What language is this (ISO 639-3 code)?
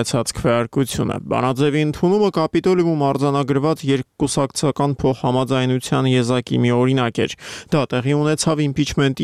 hye